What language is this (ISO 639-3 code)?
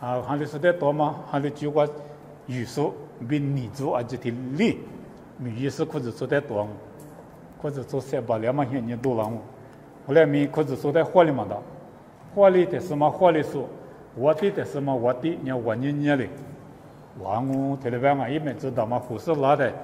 lis